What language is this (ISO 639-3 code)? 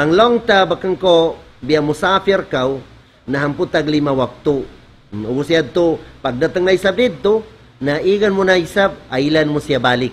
tsg